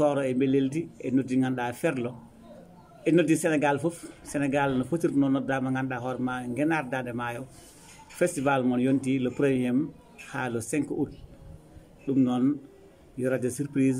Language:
Fula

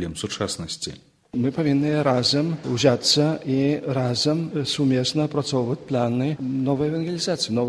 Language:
Belarusian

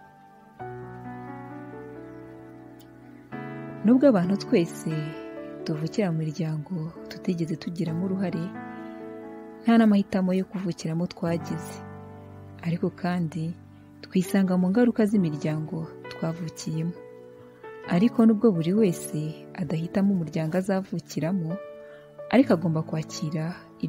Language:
Kinyarwanda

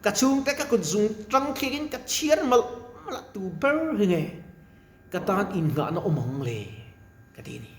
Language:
Mizo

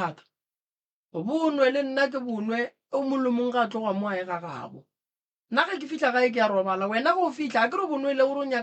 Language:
Northern Sotho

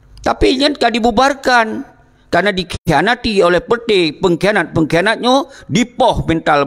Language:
Achinese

